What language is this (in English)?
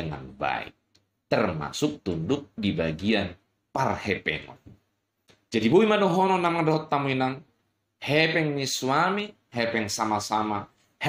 Batak Toba